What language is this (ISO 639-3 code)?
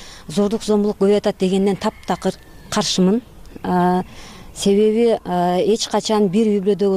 kir